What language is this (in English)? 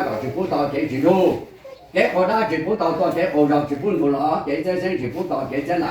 Hmong